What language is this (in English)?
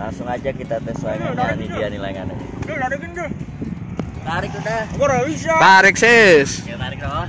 Betawi